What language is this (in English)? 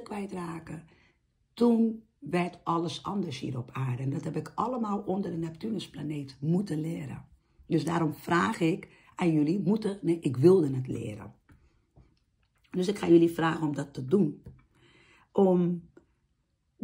Dutch